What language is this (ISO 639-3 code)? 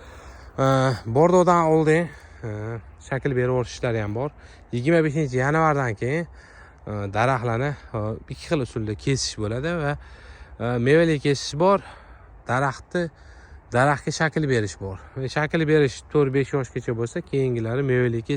uzb